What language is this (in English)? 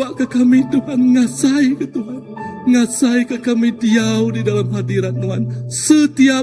Iban